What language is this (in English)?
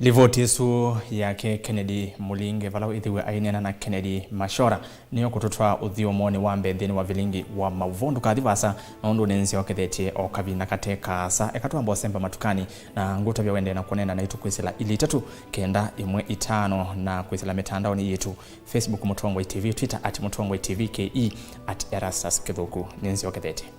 Kamba